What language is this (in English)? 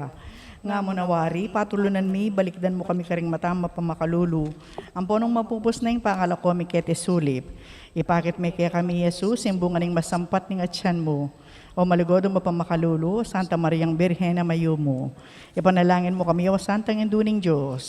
Pampanga